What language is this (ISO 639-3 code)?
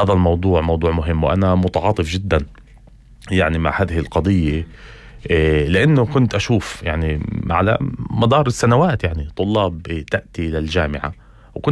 apc